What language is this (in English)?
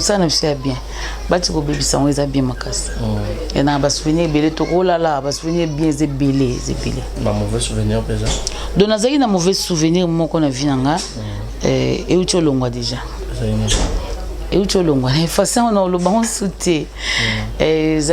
Lingala